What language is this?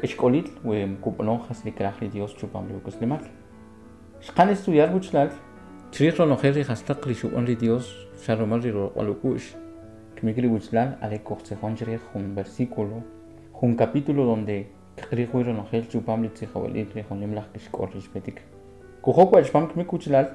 Kʼicheʼ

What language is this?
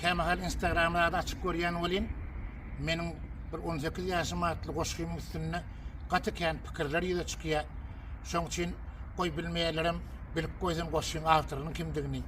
Turkmen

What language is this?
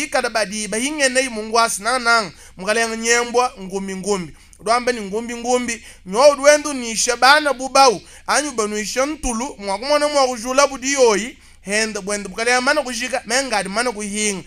Luba-Lulua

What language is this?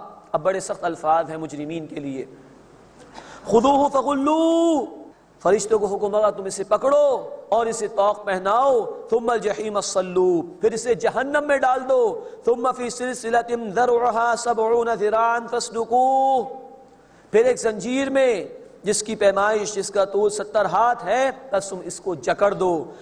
Urdu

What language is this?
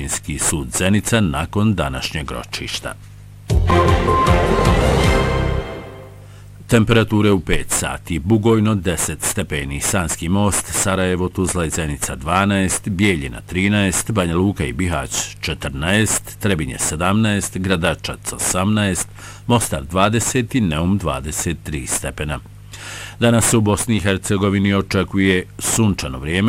Bosnian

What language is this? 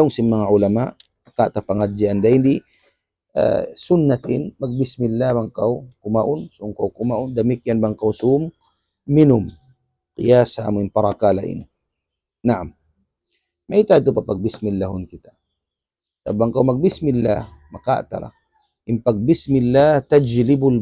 Tausug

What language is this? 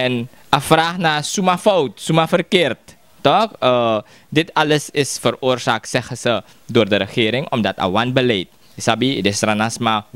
Sranan Tongo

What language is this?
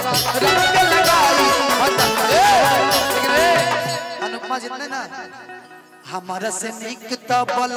Bhojpuri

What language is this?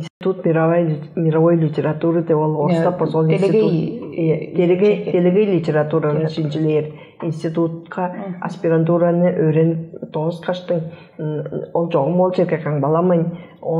Tuvinian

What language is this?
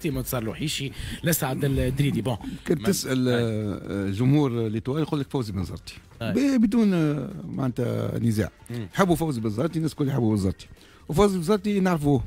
Tunisian Arabic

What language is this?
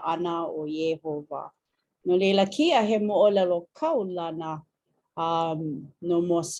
Hawaiian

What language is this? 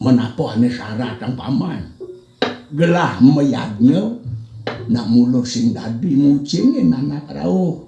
Balinese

